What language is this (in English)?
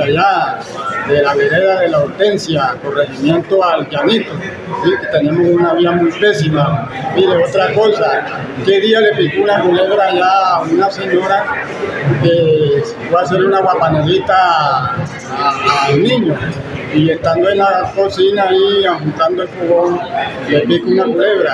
Spanish